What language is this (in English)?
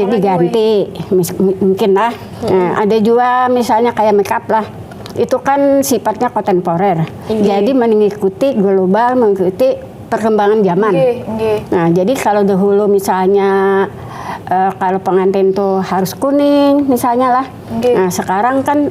Banjar